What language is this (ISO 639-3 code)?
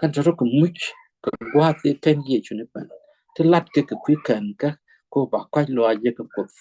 nus